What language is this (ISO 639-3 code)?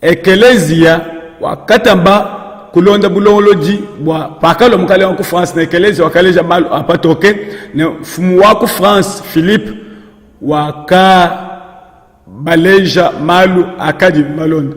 lua